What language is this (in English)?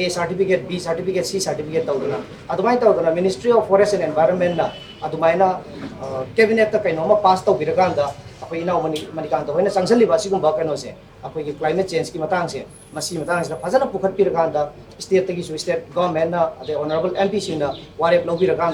Manipuri